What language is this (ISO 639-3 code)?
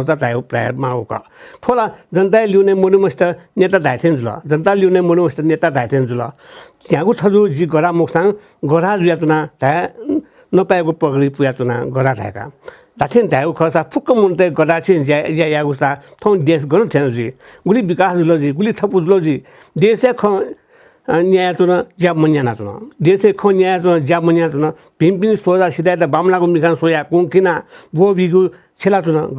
new